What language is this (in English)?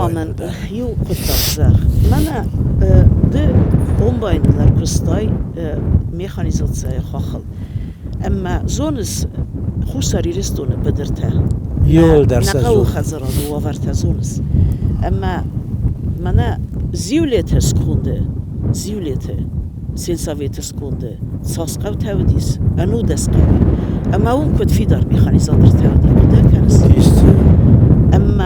Ossetic